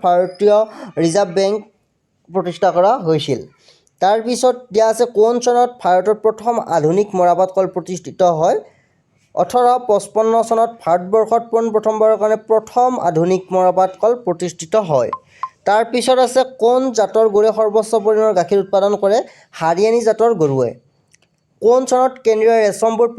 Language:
Assamese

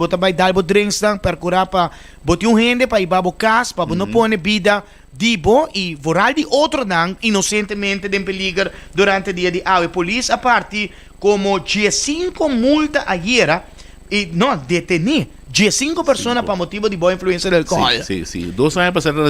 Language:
Papiamento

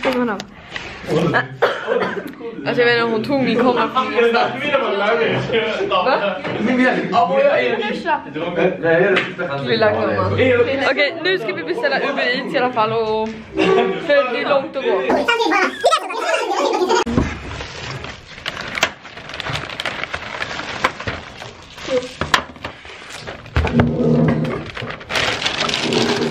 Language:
Swedish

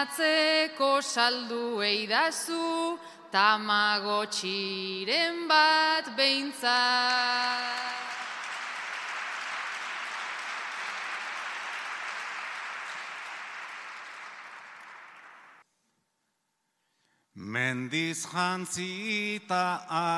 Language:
Basque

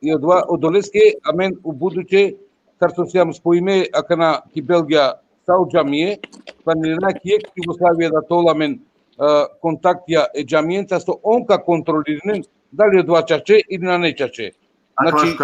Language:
Balkan Romani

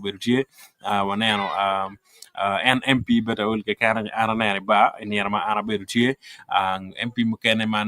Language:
Acoli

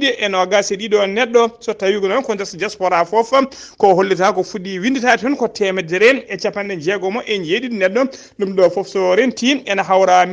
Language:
Fula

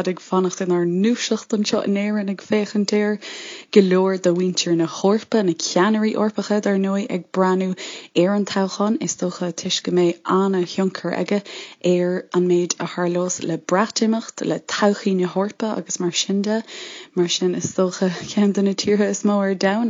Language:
Irish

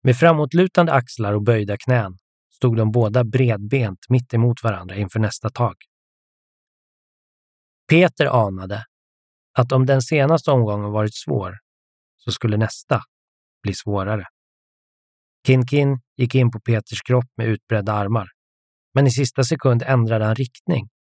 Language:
Swedish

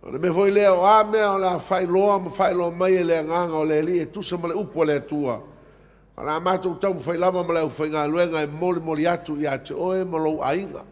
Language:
Samoan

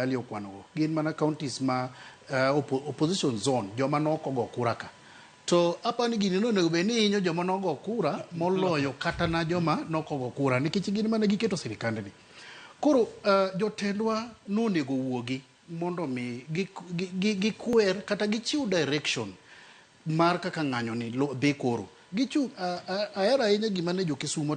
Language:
Luo (Kenya and Tanzania)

